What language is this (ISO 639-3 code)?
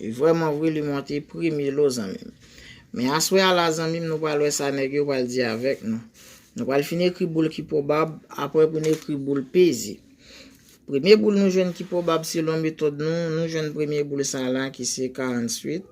hat